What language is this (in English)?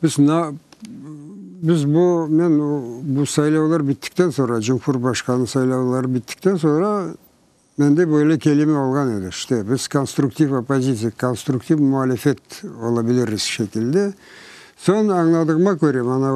Crimean Tatar